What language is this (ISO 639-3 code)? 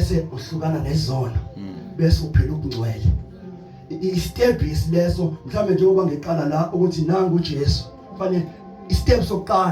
zul